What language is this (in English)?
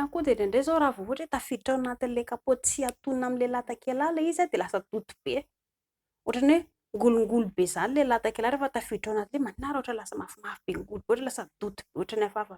Malagasy